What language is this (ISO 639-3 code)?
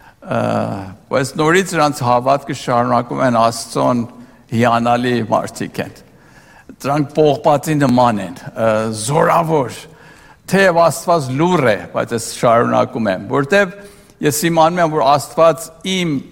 hye